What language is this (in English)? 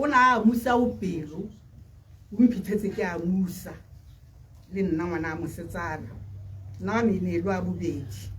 Tswana